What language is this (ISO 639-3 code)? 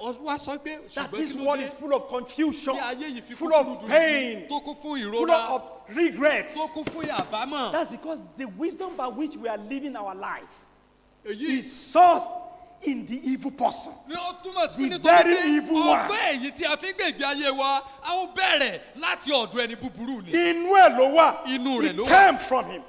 yor